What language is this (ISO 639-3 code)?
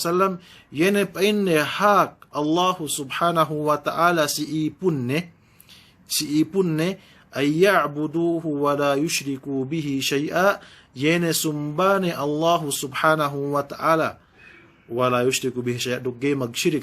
yka